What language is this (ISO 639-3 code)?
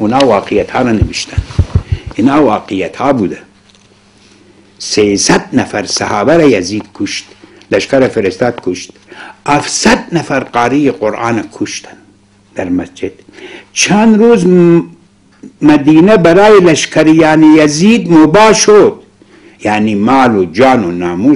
fas